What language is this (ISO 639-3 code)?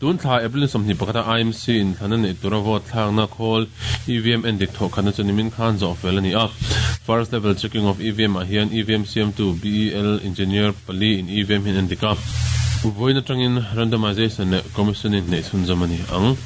lus